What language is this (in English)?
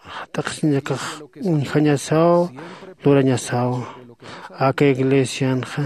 Aymara